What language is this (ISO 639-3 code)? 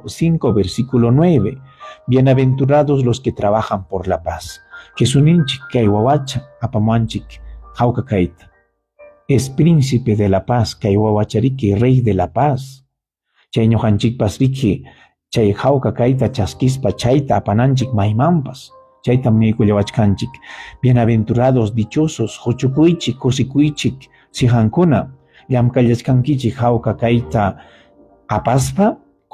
quy